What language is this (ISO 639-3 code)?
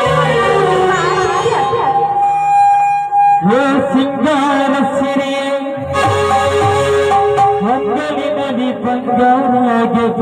kan